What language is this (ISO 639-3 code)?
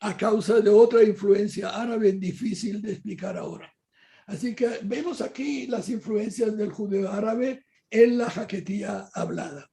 lad